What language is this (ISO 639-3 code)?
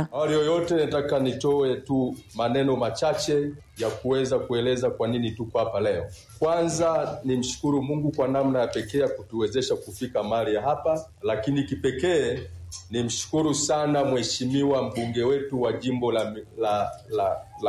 swa